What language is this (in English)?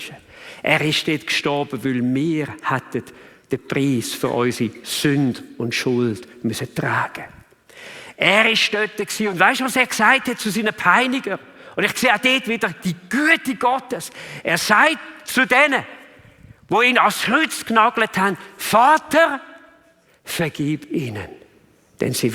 Swiss German